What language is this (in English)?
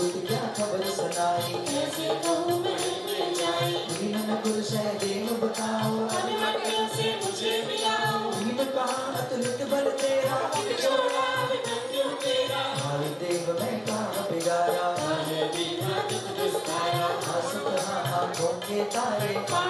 Hindi